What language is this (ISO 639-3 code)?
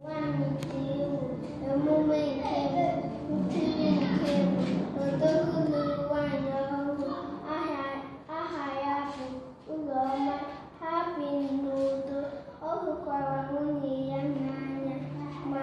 ibo